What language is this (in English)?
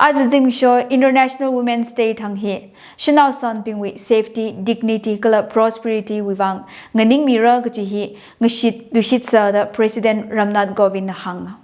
Tangkhul Naga (India)